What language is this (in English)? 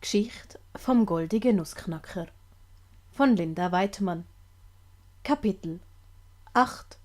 Swiss German